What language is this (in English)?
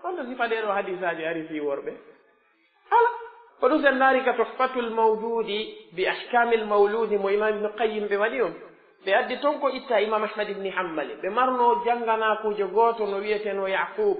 Pular